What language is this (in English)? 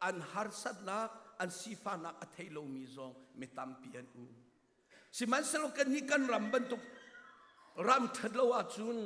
Hakha Chin